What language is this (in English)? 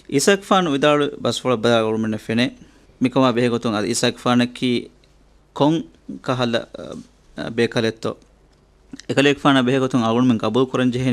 Divehi